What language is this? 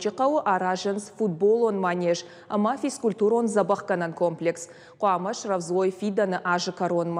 Ossetic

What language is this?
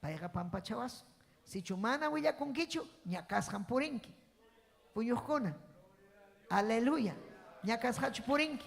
Ayacucho Quechua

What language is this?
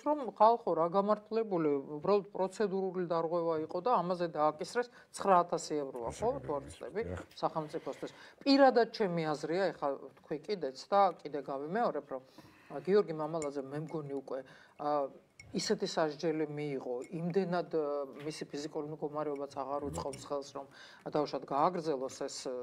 Georgian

